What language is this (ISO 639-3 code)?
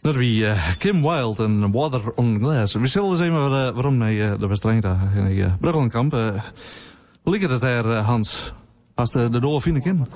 fry